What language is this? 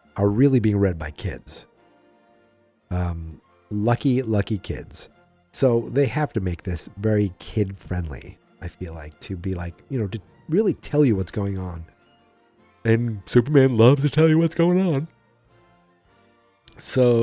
English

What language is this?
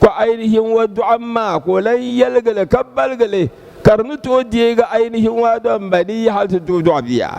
Dagbani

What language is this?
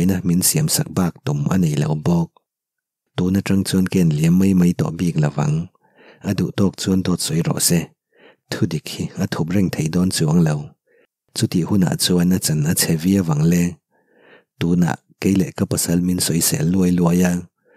Mizo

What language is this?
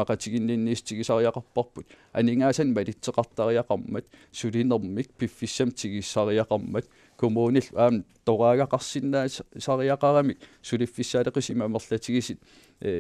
Kalaallisut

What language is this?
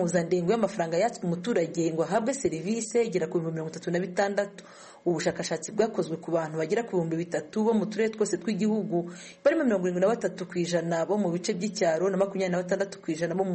Kinyarwanda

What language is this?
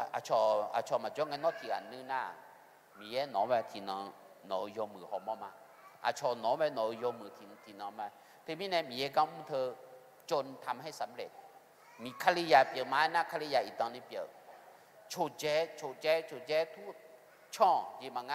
Akha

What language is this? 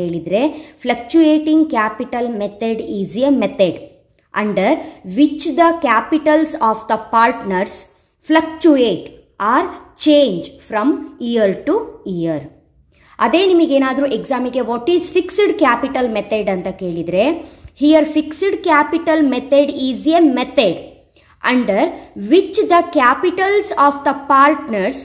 Kannada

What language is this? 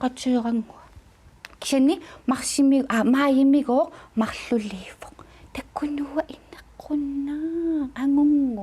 Kalaallisut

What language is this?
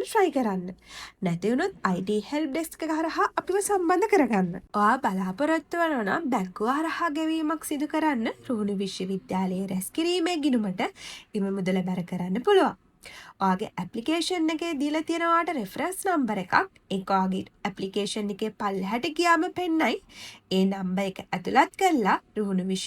Sinhala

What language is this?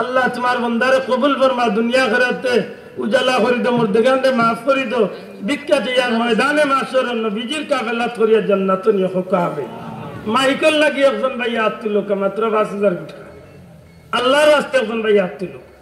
Sylheti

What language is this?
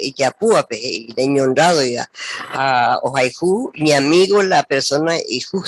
Guarani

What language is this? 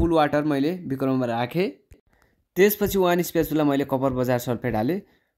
Nepali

